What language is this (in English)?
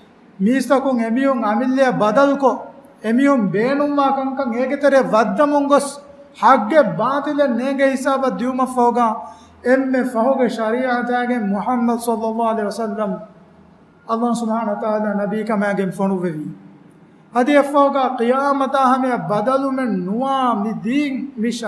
Divehi